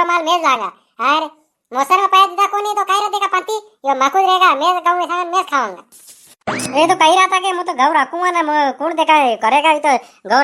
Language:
Rajasthani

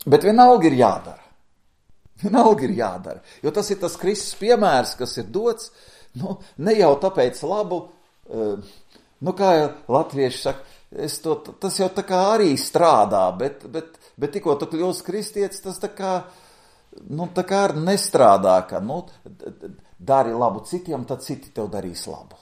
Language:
Latvian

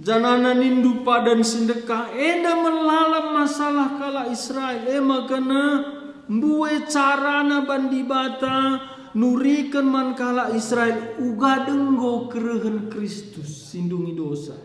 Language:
Batak Karo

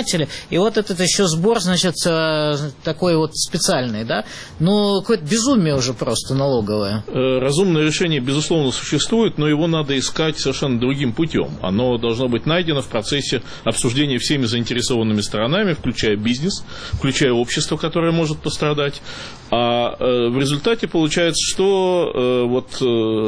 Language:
Russian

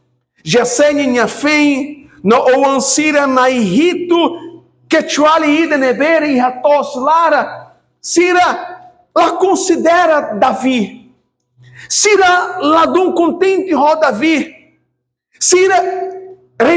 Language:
Tetum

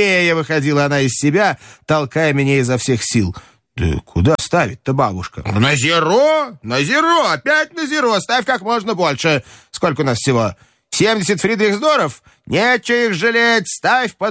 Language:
Russian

